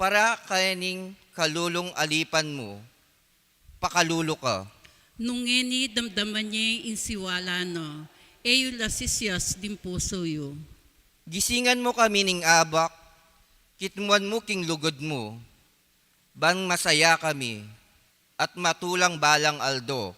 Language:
Pampanga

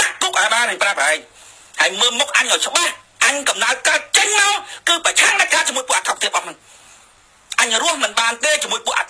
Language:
Khmer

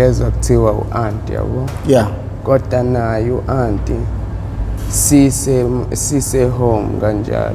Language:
Zulu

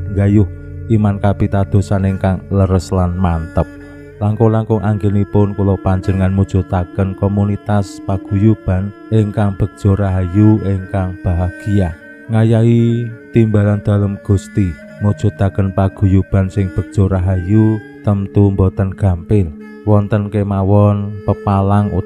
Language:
Javanese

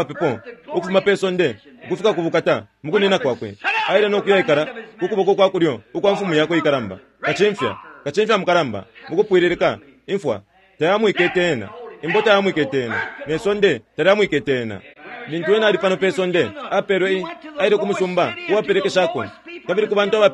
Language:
Bemba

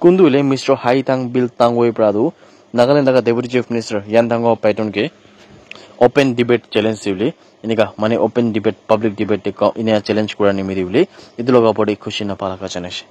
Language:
Naga Pidgin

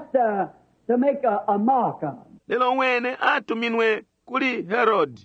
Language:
Bemba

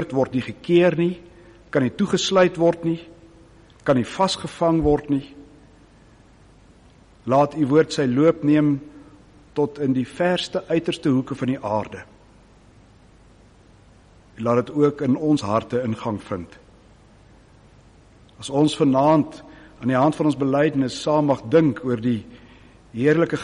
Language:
Afrikaans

